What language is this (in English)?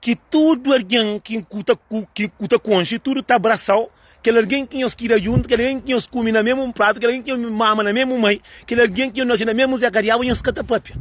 Kabuverdianu